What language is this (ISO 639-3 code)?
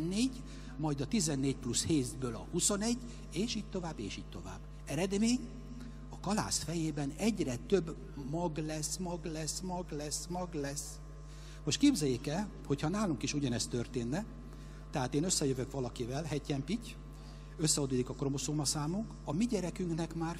hun